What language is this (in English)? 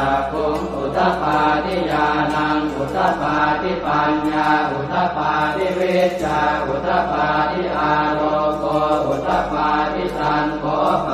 Pali